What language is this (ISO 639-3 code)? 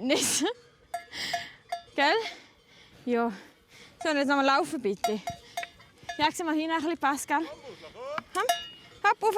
gsw